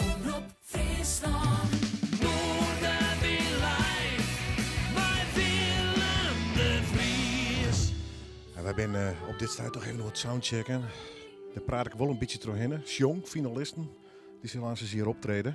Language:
Western Frisian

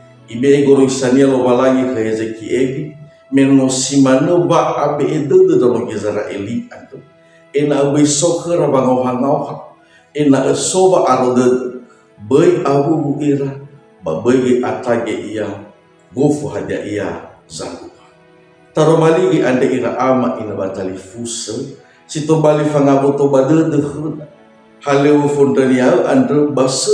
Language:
Nias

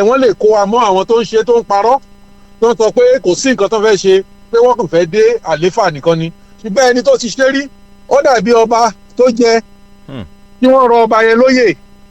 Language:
Yoruba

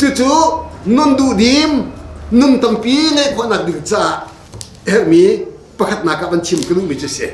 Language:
Hakha Chin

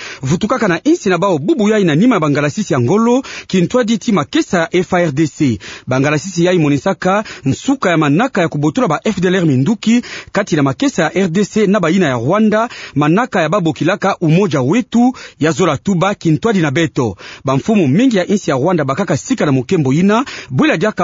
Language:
Kituba (Democratic Republic of Congo)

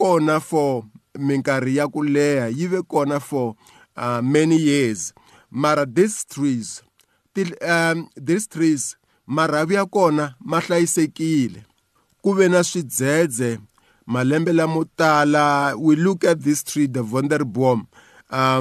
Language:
Tsonga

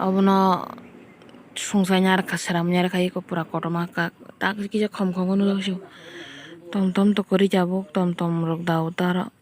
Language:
Kok Borok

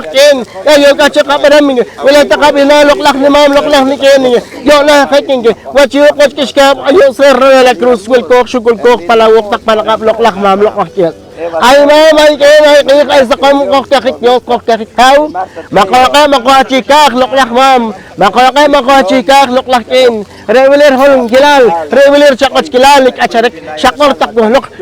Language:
Poqomchi'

